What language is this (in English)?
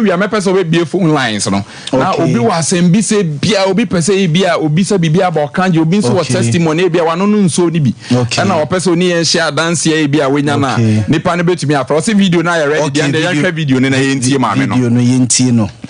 Akan